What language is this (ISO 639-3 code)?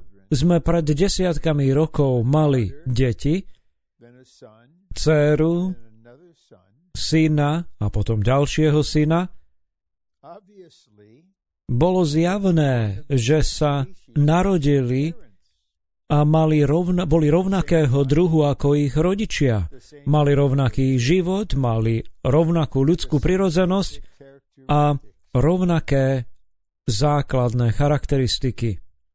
slk